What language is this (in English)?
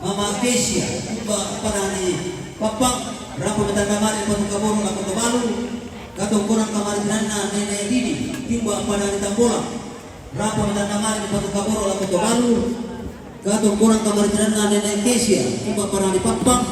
Toraja-Sa'dan